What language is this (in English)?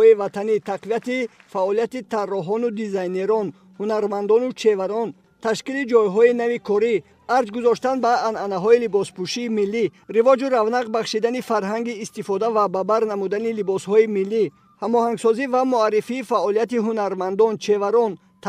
Tajik